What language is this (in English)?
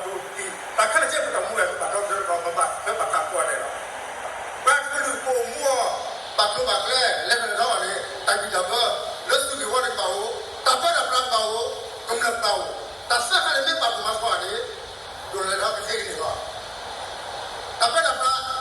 S'gaw Karen